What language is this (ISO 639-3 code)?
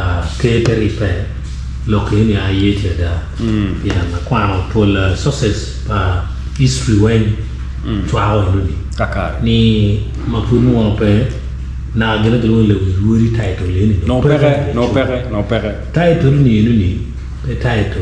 ach